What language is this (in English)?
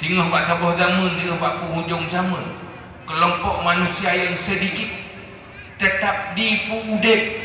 Achinese